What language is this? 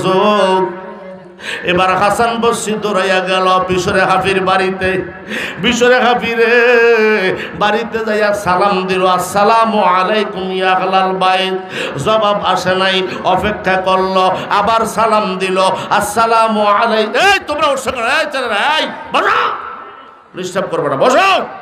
Bangla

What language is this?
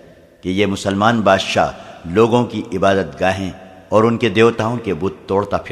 Urdu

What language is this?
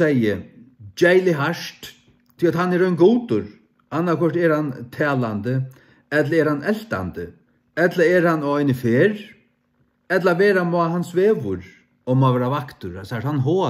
Faroese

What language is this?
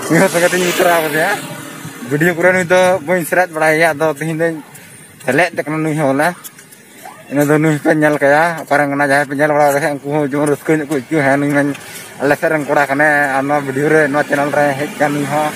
Santali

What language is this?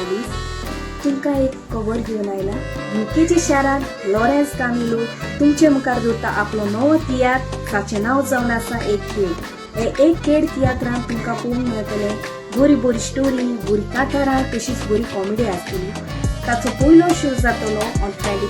Konkani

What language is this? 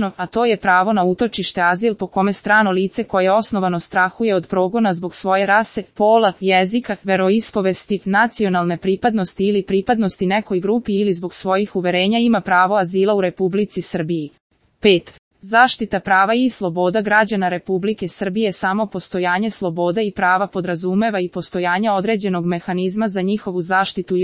Serbian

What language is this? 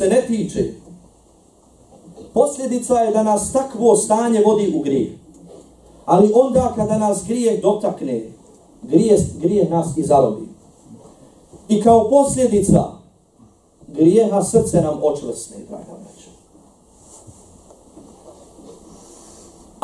Bosnian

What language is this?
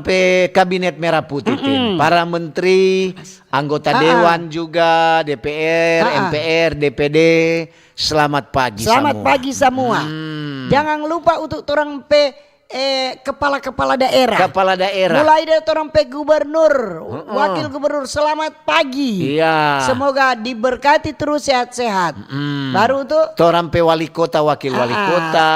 Manado Malay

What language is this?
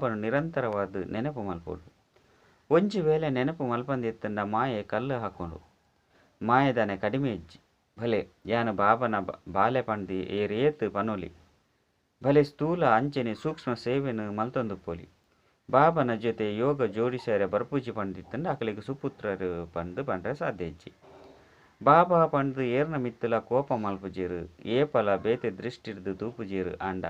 Tulu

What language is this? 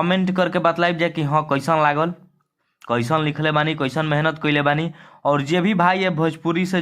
Bhojpuri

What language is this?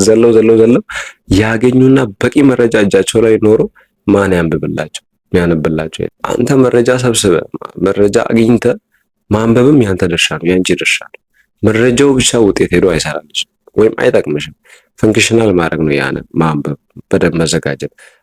Amharic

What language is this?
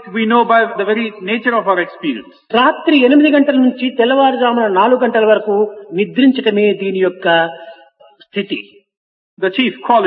Telugu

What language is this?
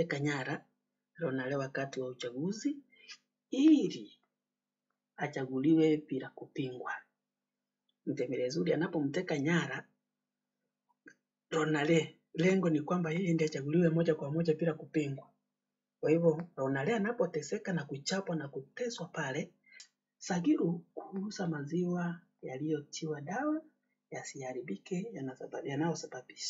Swahili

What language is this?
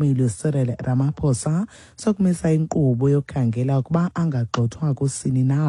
Xhosa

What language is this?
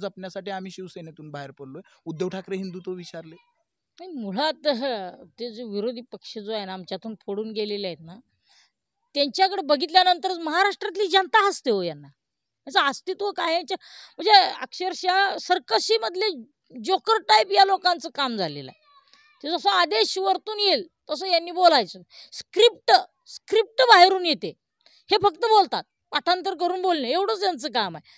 Marathi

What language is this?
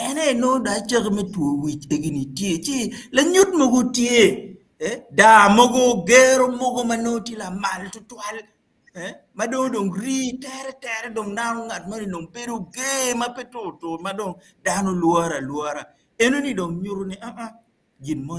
Acoli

